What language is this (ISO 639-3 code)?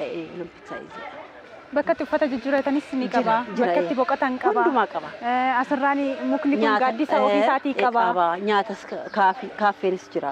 orm